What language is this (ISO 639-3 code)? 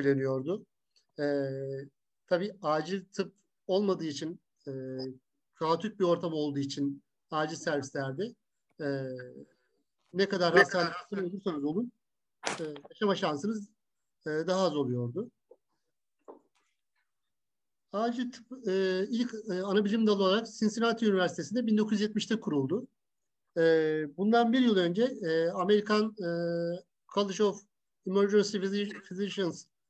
tur